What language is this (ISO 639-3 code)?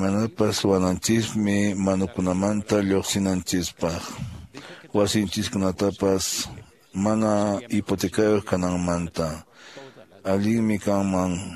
que